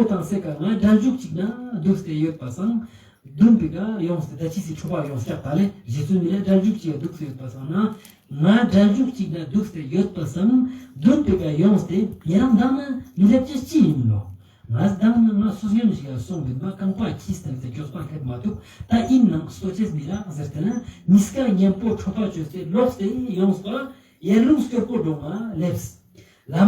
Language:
Ladakhi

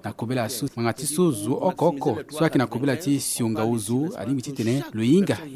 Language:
Sango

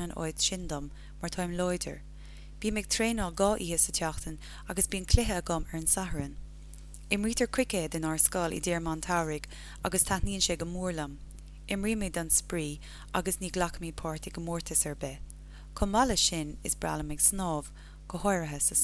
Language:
Irish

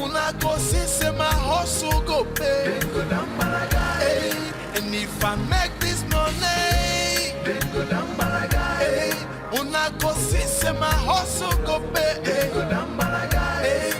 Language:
Nigerian Pidgin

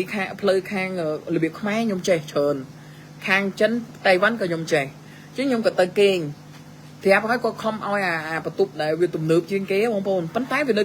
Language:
Khmer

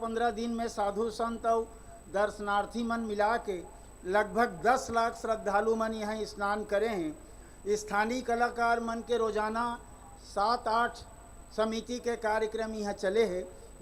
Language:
Chhattisgarhi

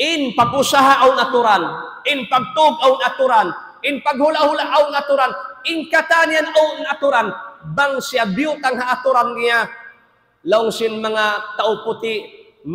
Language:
Tausug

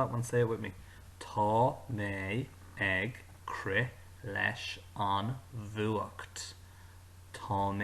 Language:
Irish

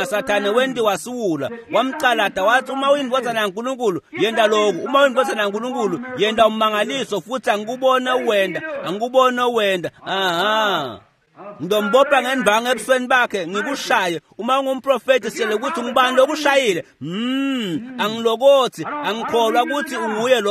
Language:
Swati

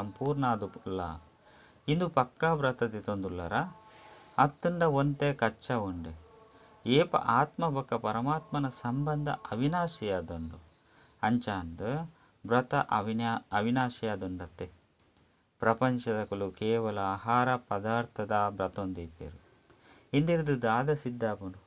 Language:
Tulu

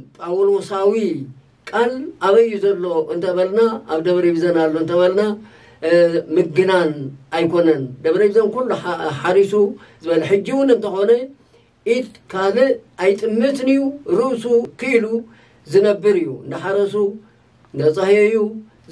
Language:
Tigrinya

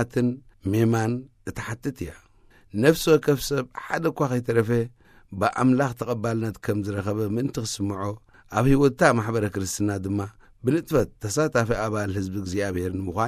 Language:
Tigrinya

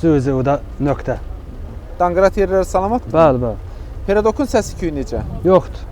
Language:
Azerbaijani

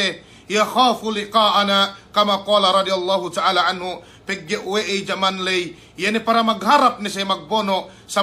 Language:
Yakan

